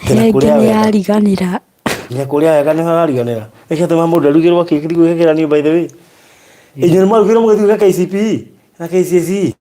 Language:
Kikuyu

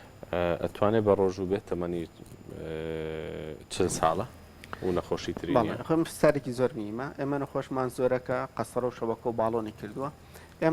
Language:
Central Kurdish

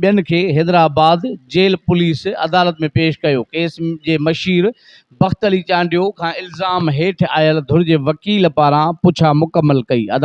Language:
Sindhi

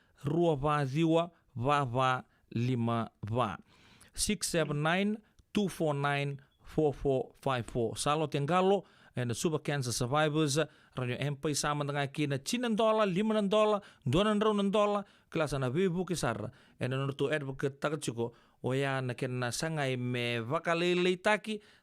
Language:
Fijian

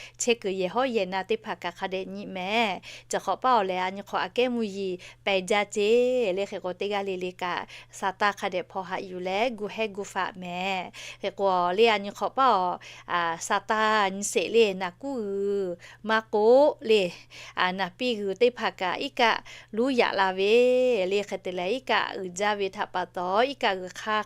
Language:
Lahu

